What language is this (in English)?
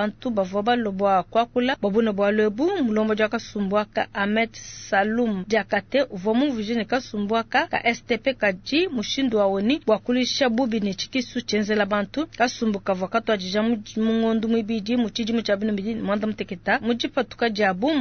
Luba-Lulua